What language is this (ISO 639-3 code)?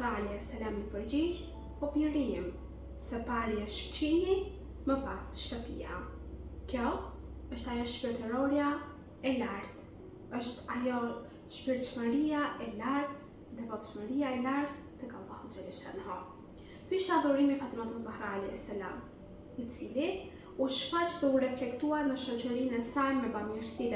sqi